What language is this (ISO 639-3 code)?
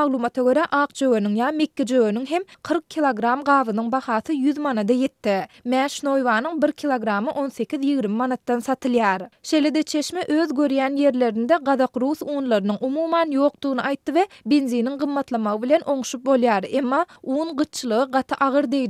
tuk